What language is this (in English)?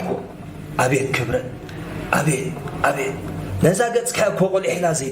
Tigrinya